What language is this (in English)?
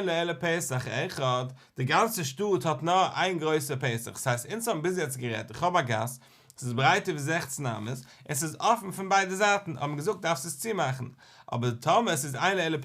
Yiddish